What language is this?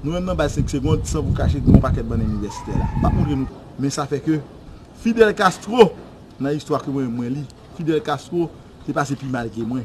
Haitian Creole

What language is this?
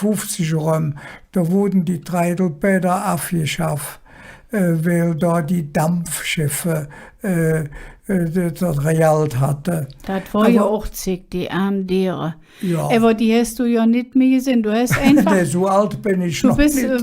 Colognian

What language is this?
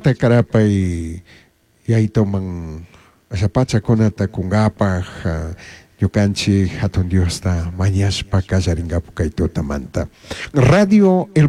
Chimborazo Highland Quichua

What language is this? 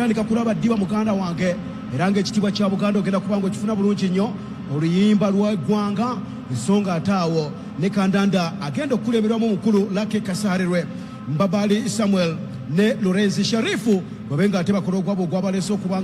Ganda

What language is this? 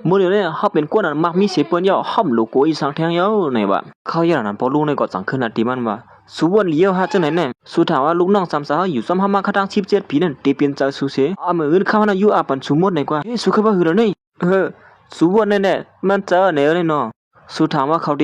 Shan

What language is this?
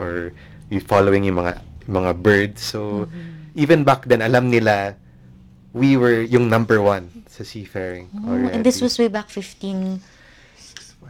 Filipino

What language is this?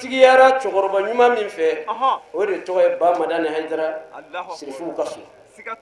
Bambara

